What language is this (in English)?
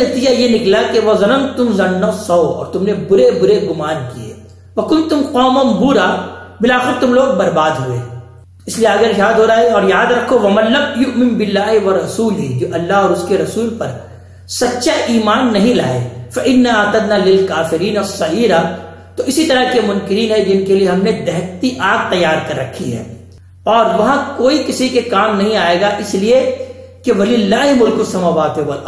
Urdu